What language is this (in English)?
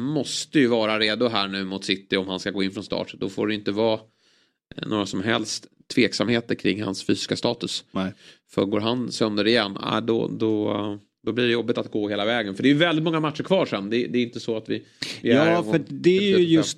Swedish